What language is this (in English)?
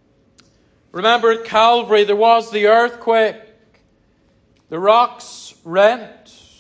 English